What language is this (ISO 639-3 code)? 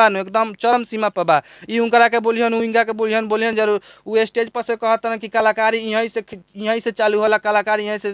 bho